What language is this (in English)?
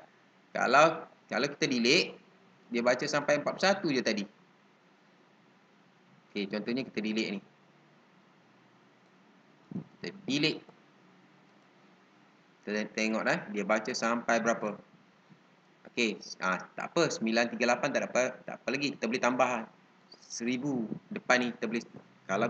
Malay